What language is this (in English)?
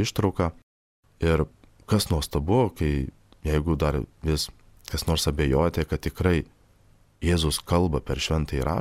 Lithuanian